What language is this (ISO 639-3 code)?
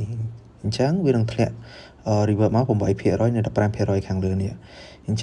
khm